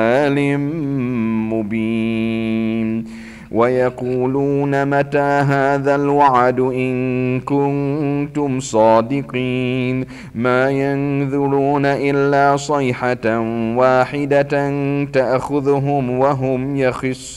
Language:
Arabic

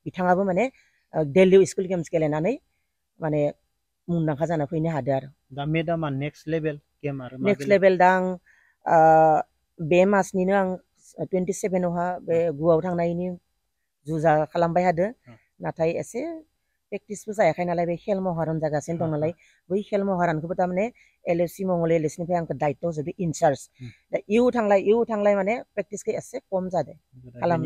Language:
Bodo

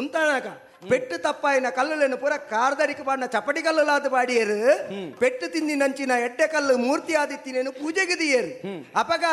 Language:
Tulu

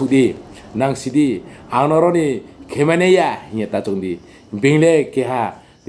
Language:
Riang (India)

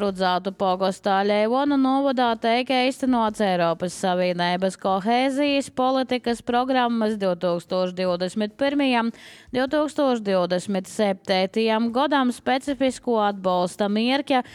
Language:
Latvian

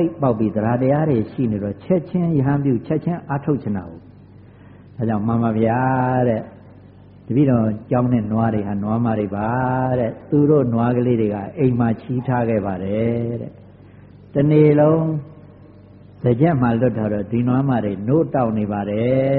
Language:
Burmese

